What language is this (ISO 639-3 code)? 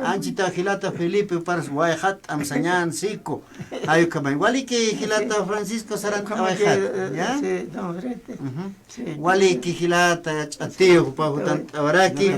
aym